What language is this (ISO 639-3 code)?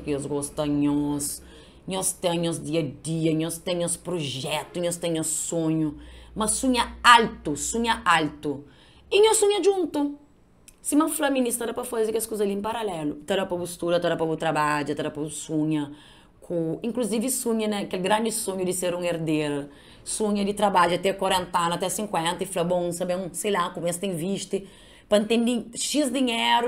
kea